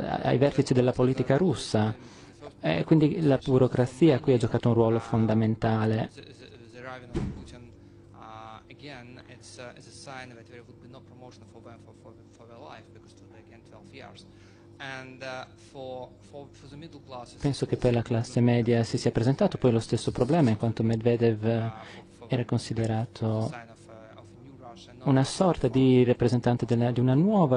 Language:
Italian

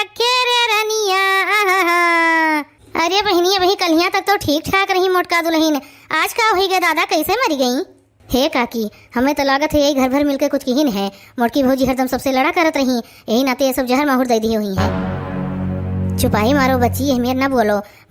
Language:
Awadhi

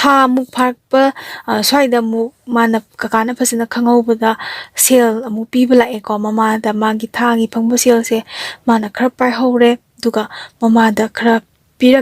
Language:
Manipuri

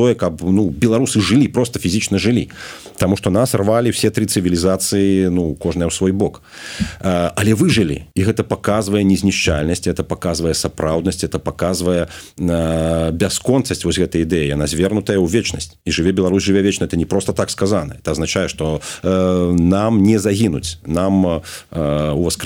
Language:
Belarusian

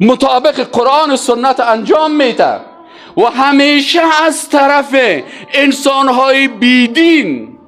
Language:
Persian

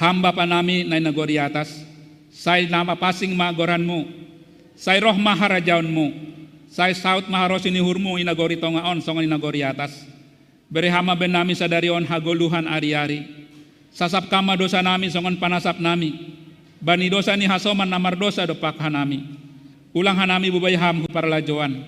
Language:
Batak Simalungun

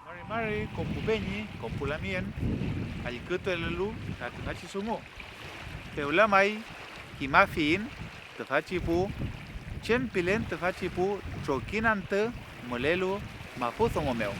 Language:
Mapuche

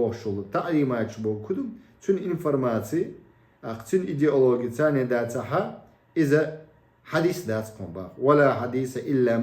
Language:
Chechen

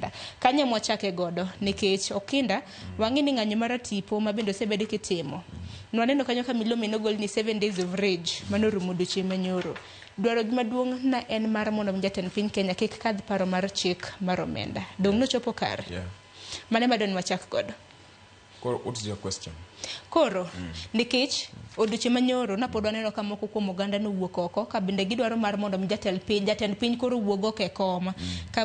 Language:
Luo (Kenya and Tanzania)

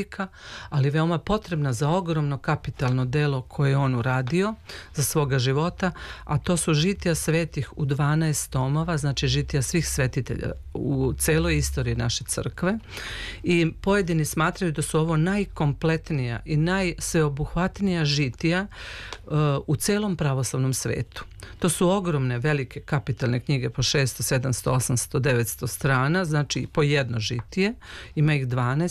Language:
Serbian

